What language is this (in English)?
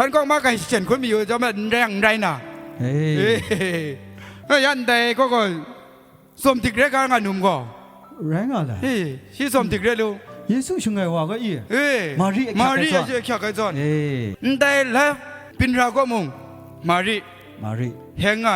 Kachin